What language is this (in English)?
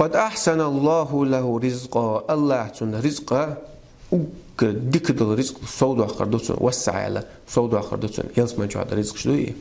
Chechen